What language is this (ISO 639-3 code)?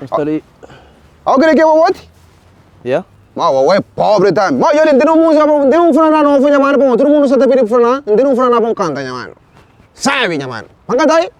kea